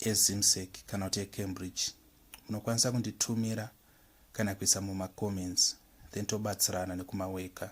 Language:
Shona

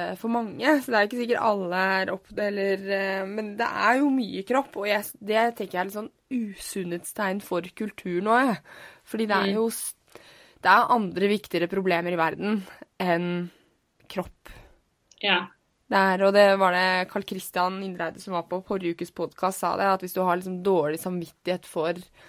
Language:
Norwegian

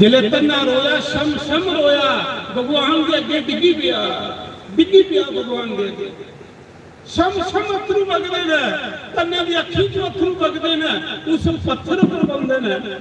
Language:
Dogri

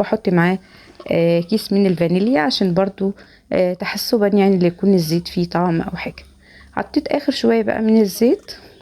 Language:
Egyptian Arabic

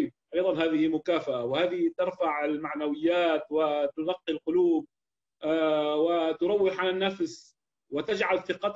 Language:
Arabic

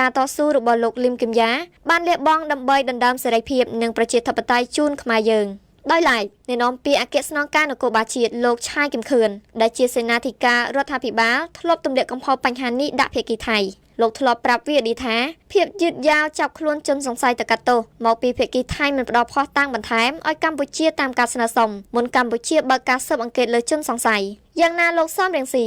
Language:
Khmer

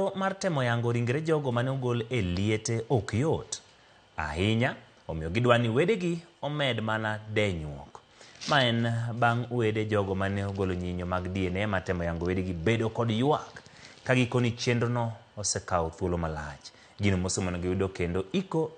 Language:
Luo (Kenya and Tanzania)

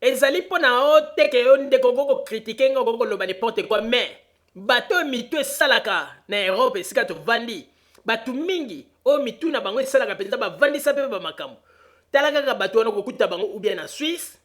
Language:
Lingala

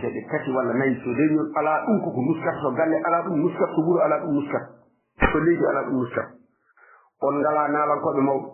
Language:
Fula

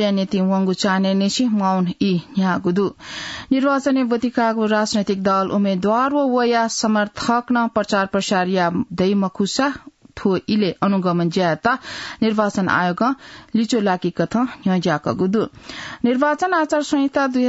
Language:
Newari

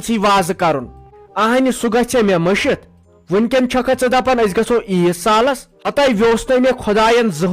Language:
Kashmiri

